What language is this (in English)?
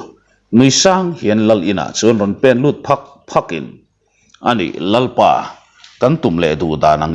Mizo